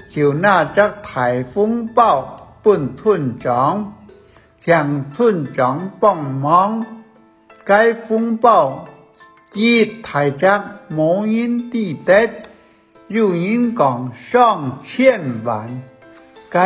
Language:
Hakka Chinese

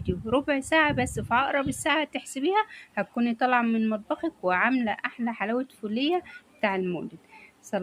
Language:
Egyptian Arabic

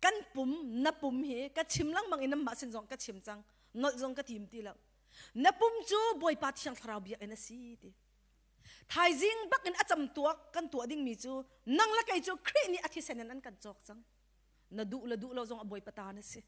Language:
Hakha Chin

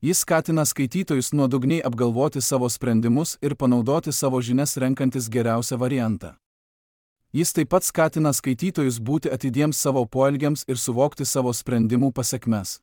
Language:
Lithuanian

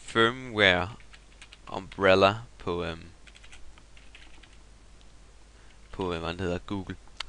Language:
Danish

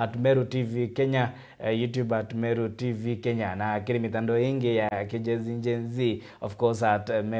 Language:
Meru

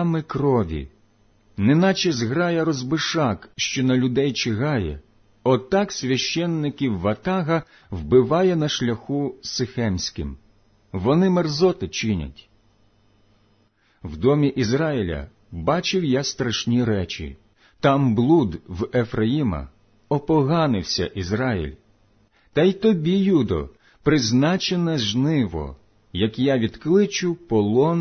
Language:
Ukrainian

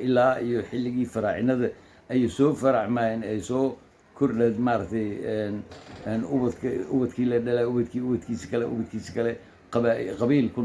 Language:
Somali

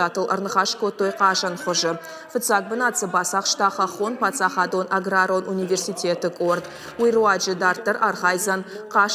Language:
Ossetic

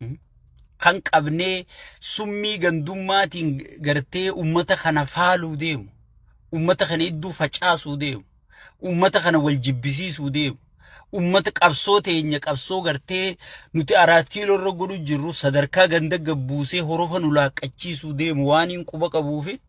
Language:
Oromo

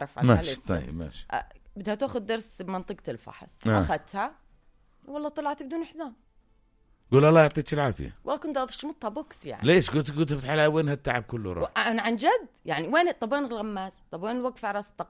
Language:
North Levantine Arabic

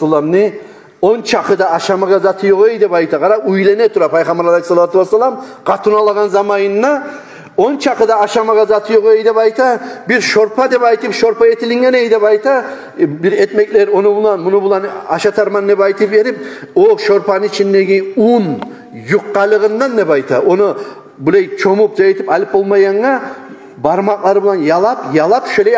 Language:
Kumyk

